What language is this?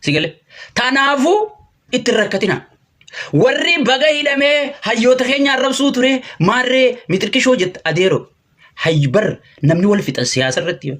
Oromo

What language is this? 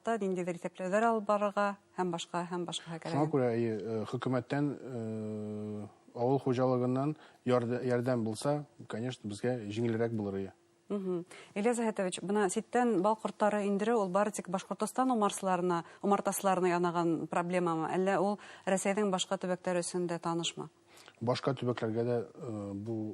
Bashkir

